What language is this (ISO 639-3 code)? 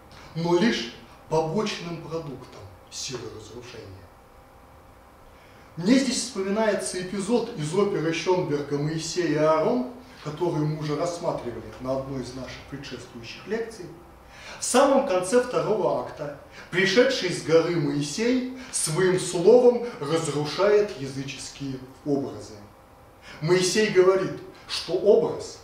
rus